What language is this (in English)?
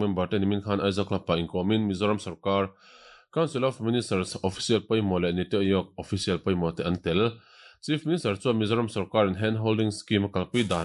Mizo